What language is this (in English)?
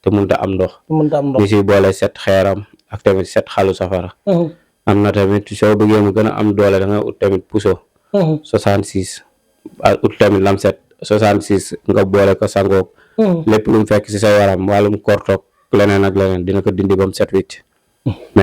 Wolof